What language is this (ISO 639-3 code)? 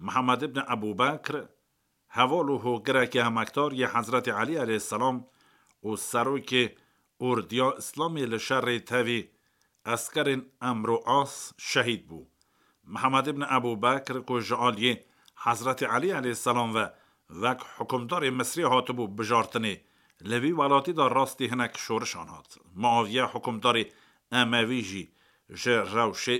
kur